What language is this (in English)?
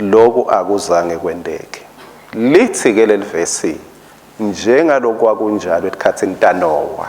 Swati